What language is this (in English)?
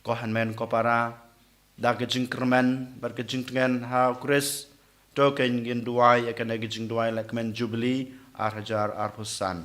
Khasi